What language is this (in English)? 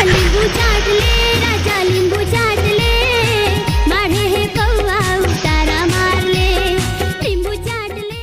Chhattisgarhi